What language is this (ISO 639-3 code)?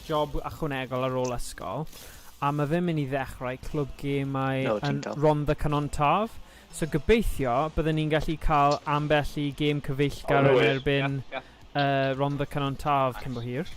cym